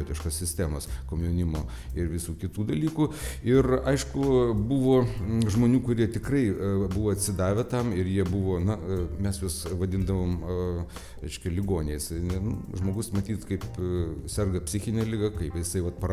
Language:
Lithuanian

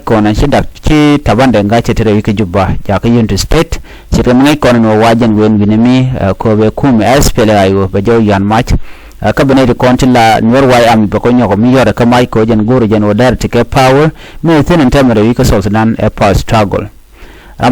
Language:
Nuer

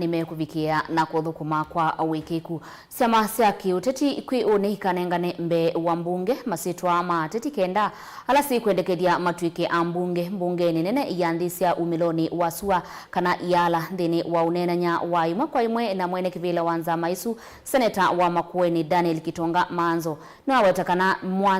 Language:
Kamba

